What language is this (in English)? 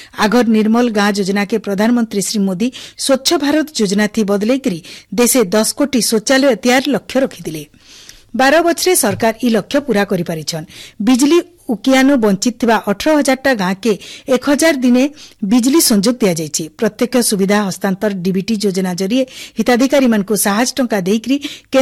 Odia